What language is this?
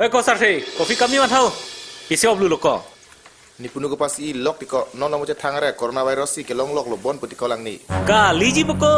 Karbi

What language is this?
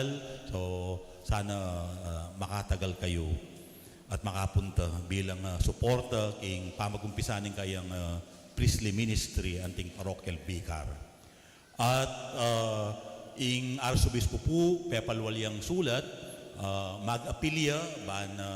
Pampanga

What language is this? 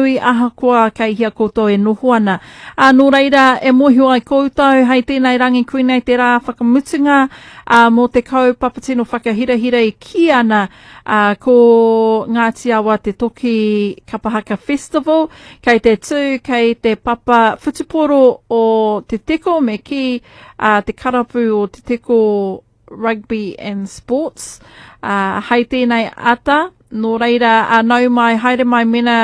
Māori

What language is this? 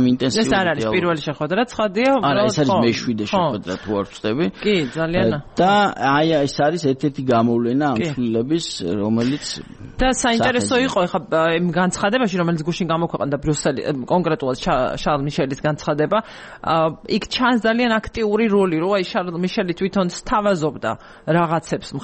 Georgian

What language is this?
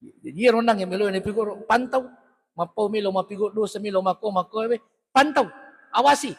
Buginese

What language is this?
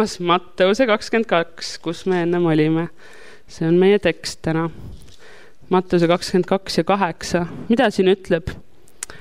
Estonian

